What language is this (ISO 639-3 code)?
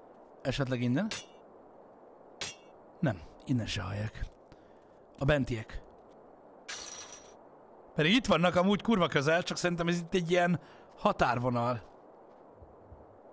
hun